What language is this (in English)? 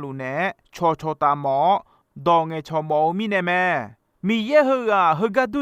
Akha